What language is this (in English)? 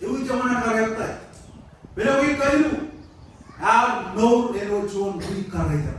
Marshallese